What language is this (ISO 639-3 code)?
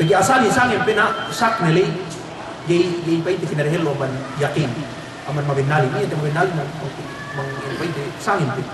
yka